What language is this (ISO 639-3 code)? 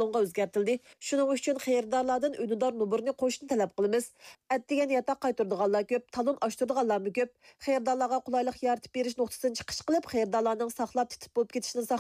uig